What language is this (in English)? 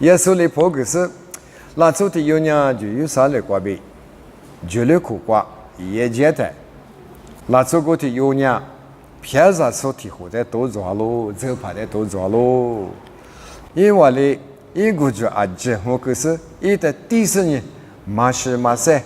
Lisu